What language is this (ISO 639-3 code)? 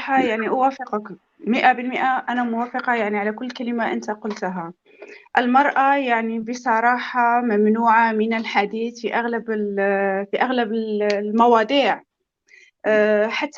apc